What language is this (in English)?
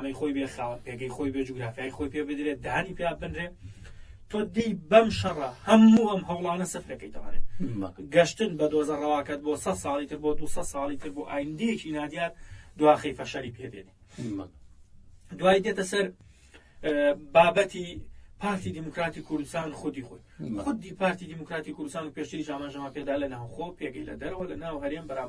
Central Kurdish